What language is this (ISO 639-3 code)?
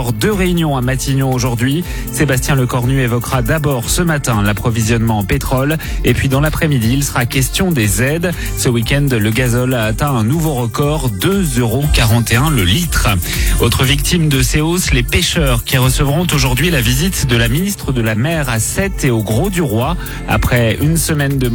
fra